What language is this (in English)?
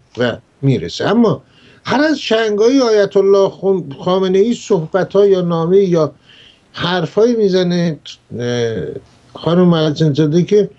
Persian